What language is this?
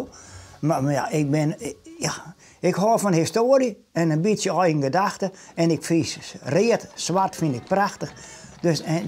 Western Frisian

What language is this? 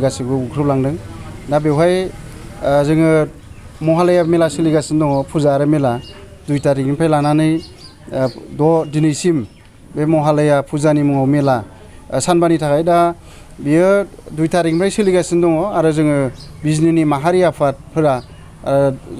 Bodo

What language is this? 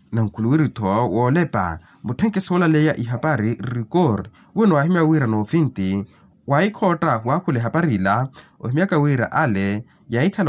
Makhuwa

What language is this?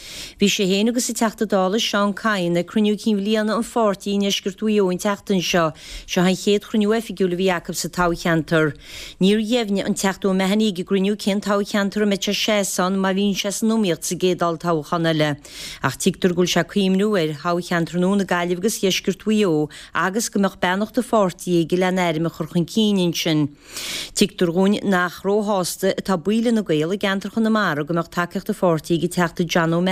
Irish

